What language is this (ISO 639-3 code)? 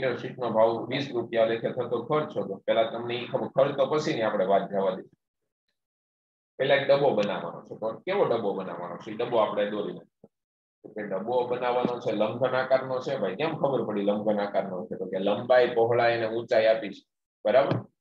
guj